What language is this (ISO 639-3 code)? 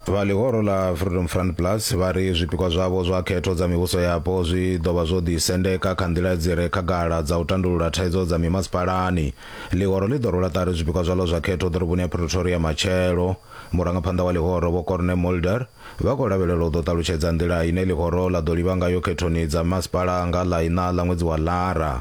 ven